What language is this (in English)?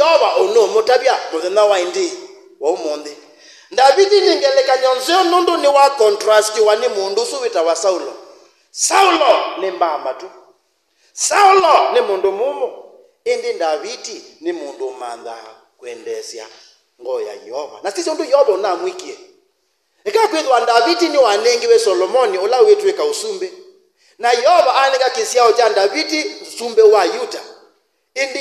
Kamba